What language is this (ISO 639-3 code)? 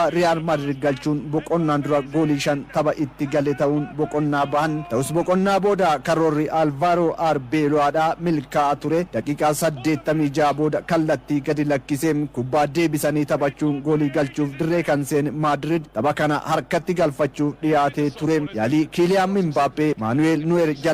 orm